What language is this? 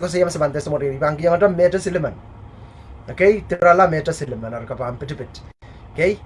Pohnpeian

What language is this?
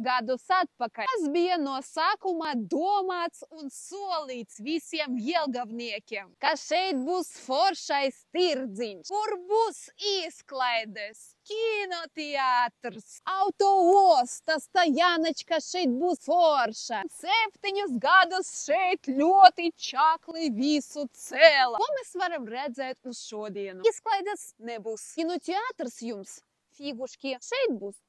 Latvian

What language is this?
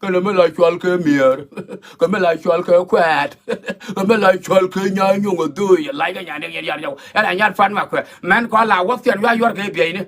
Nuer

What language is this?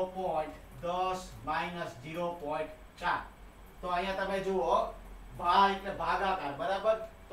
Gujarati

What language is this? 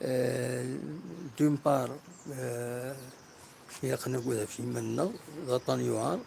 Kabyle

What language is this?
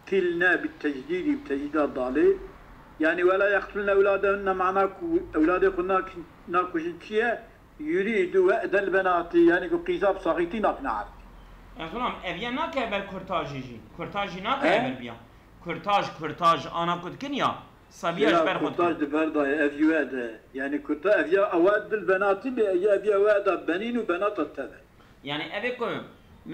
Kurdish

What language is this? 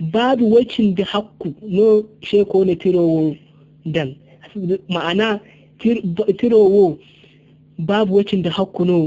Zarma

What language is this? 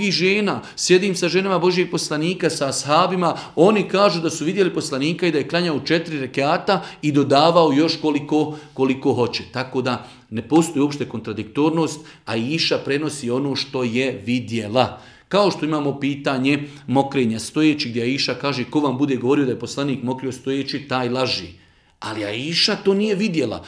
Bosnian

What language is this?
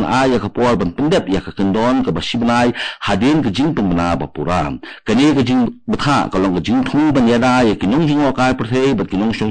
Khasi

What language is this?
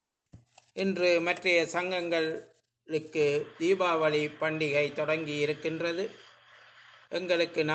Tamil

